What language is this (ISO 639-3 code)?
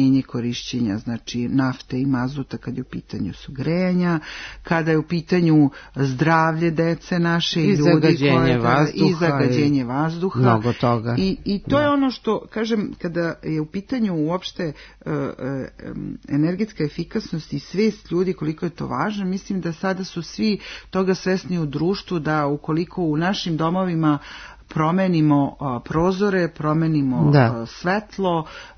srp